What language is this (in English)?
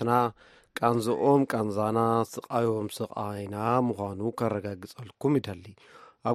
Tigrinya